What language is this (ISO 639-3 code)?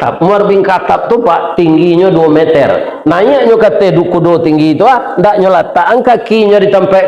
min